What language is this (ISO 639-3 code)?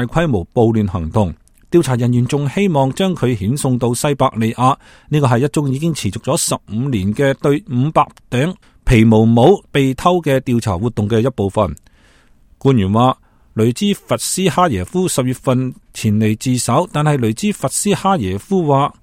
yue